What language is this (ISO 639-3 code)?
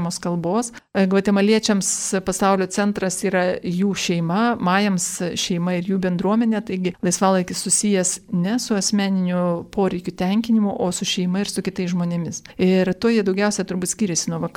lit